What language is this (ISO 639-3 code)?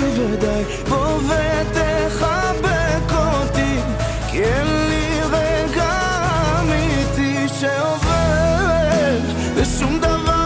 heb